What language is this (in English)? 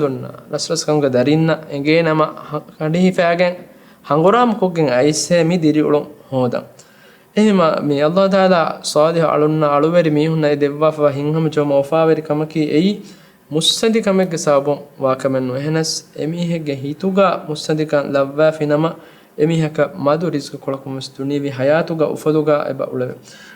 Divehi